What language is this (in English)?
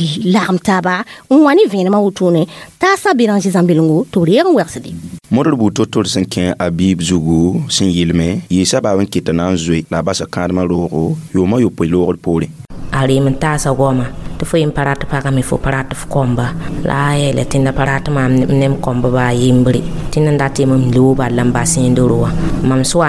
Mossi